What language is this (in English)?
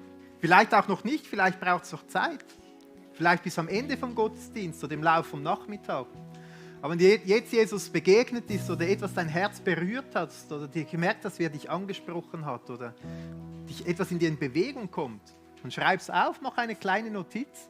Swiss German